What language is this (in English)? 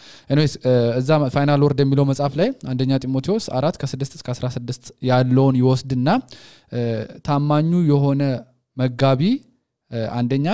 Amharic